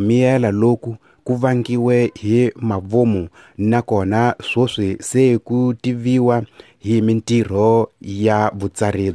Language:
Tsonga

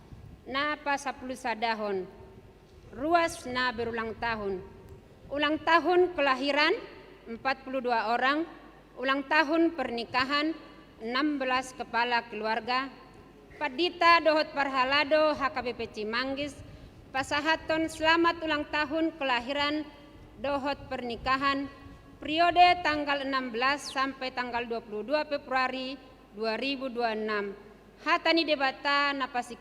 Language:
Batak Toba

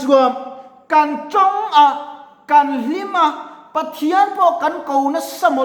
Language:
Mizo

